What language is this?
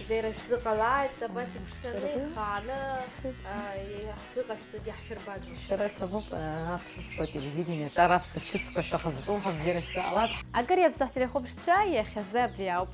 Abkhazian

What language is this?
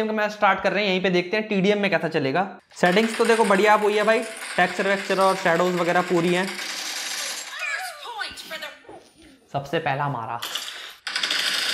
Hindi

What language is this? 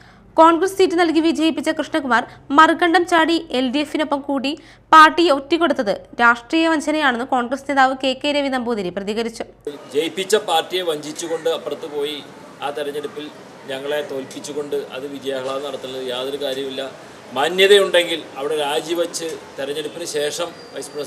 Malayalam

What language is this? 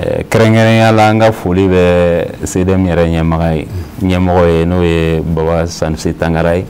Bambara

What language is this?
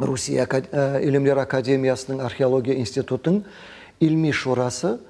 Crimean Tatar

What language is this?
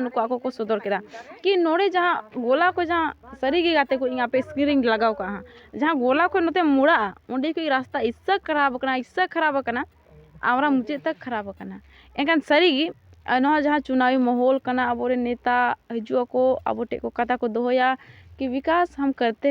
Santali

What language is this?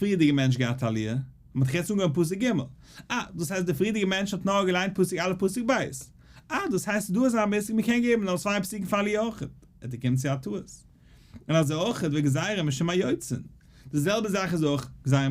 Yiddish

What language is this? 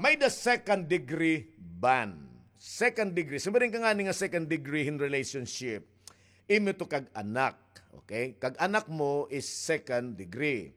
Waray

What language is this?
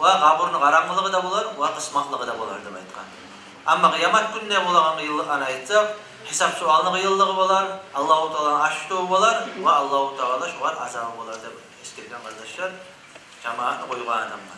Kumyk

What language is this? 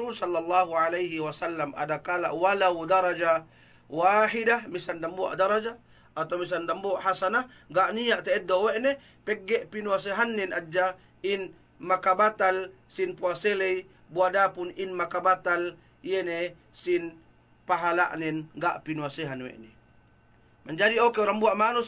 Yakan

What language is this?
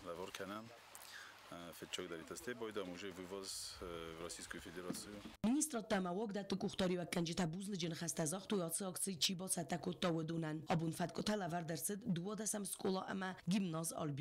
Ossetic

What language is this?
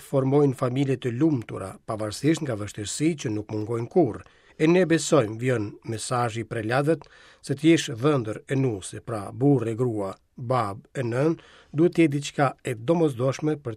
Albanian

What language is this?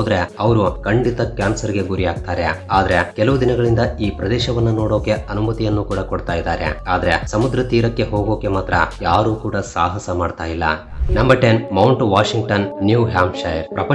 Kannada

